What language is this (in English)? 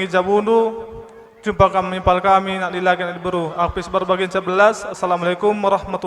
Batak Karo